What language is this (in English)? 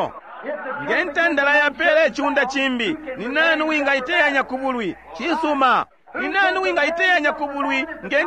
Bemba